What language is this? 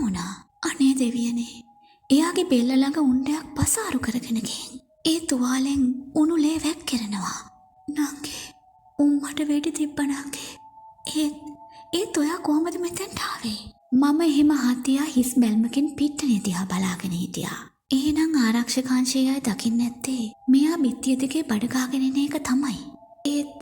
Sinhala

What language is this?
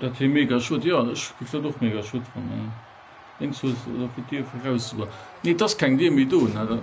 Luxembourgish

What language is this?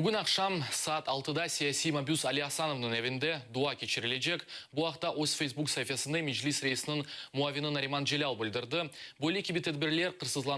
Crimean Tatar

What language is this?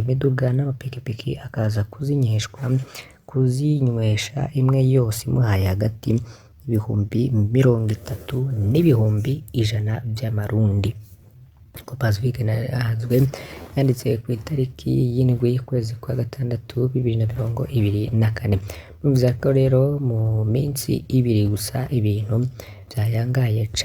Rundi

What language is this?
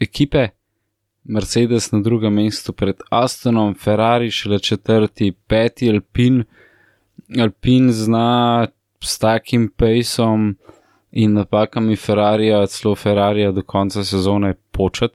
Slovenian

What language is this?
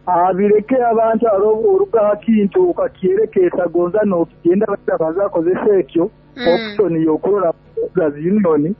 Nyoro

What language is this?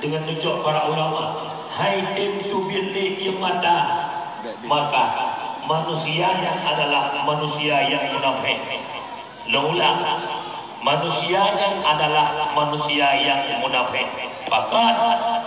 Achinese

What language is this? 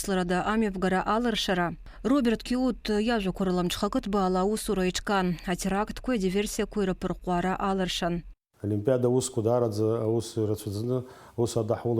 Abkhazian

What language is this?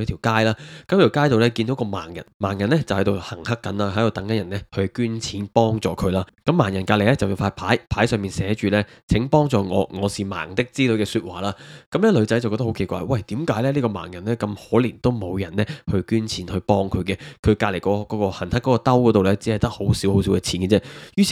Cantonese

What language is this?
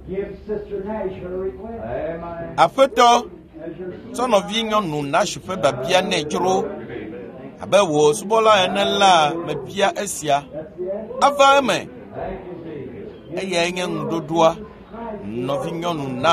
Ewe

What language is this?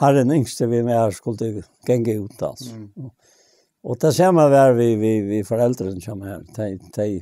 Faroese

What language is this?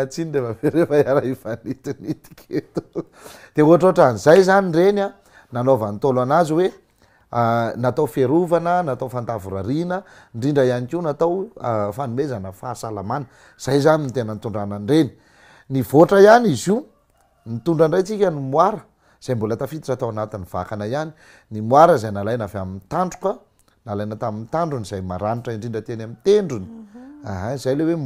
Malagasy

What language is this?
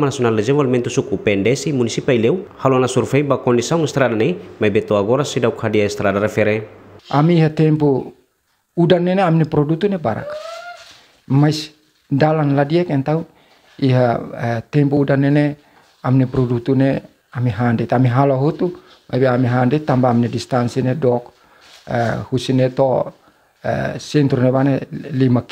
Tetum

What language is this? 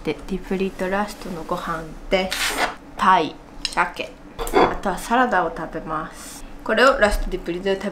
Japanese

